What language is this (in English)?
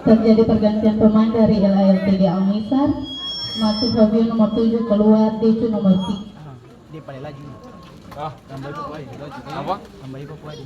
Ambonese Malay